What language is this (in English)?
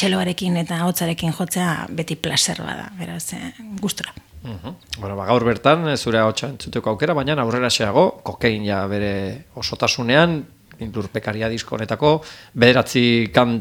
Basque